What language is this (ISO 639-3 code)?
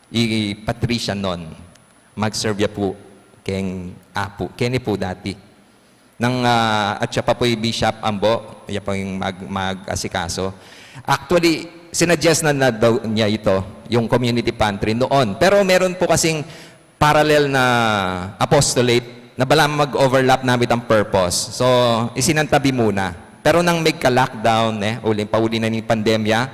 pam